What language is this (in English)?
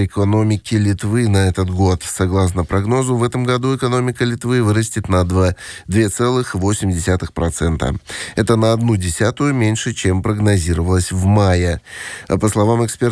Russian